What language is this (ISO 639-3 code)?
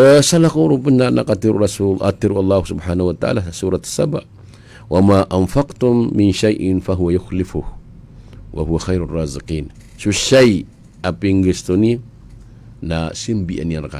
mrw